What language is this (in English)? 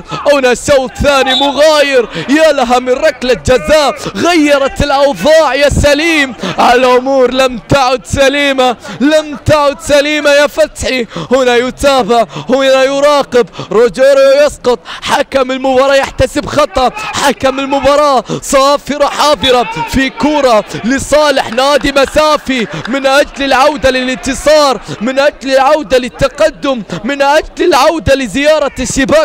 Arabic